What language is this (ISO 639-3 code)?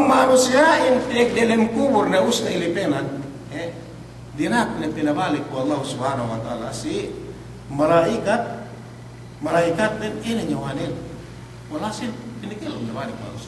yka